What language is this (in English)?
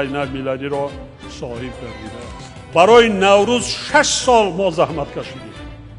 Tajik